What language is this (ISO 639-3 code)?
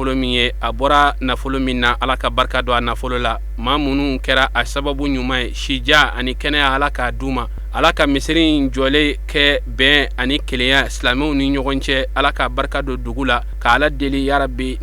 bam